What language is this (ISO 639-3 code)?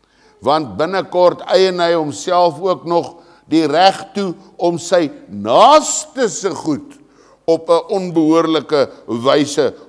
afr